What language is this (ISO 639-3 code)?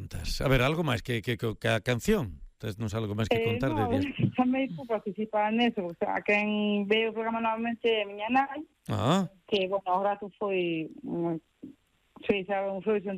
glg